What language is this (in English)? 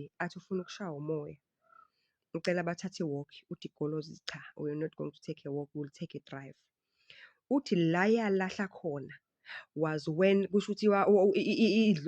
Zulu